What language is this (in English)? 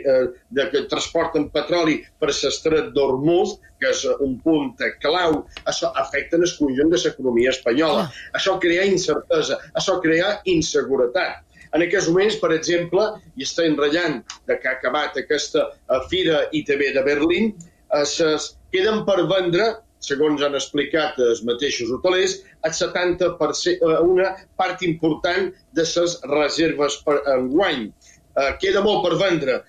Catalan